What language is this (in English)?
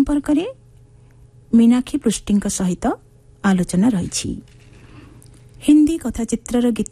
Odia